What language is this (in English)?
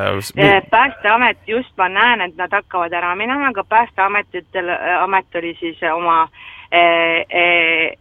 Estonian